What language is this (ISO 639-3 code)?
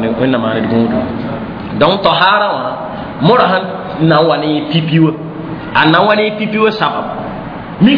mos